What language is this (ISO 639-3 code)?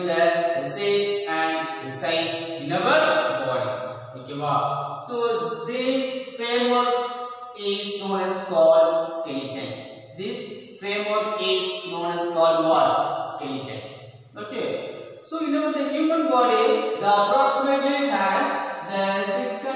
eng